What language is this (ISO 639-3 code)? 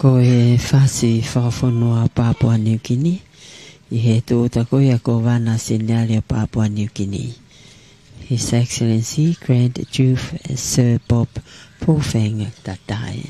ton